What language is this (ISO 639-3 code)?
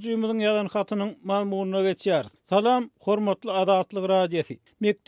tuk